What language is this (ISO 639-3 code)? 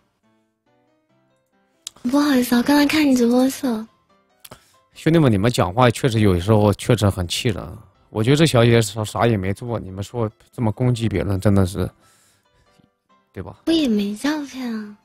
zho